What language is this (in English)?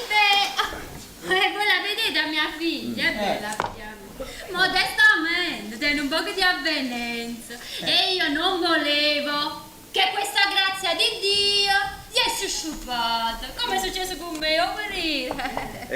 Neapolitan